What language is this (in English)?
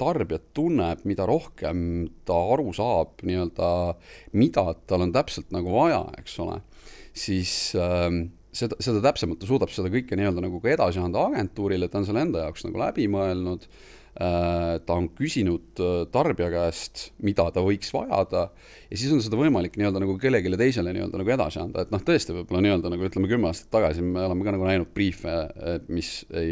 Estonian